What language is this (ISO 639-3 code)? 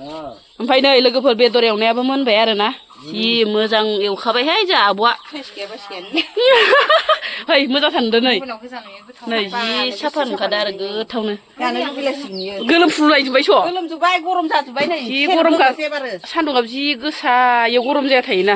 brx